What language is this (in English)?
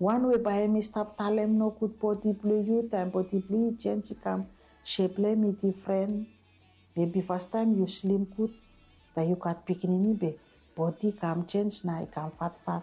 Bislama